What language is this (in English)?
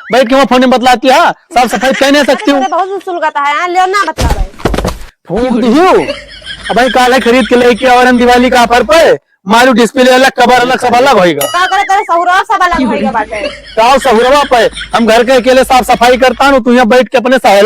Awadhi